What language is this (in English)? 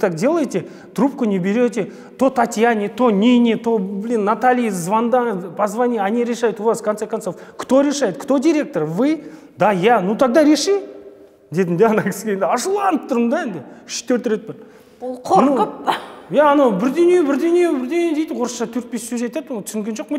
Kazakh